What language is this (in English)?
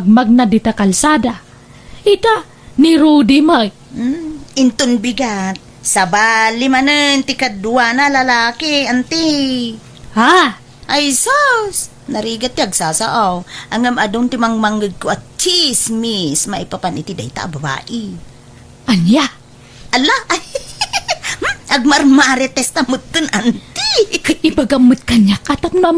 Iloko